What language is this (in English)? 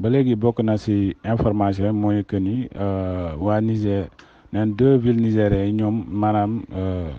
Wolof